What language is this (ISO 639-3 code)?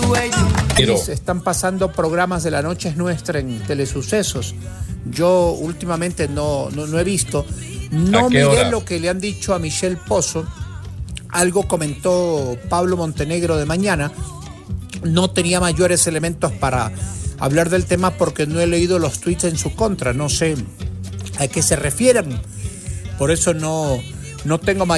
spa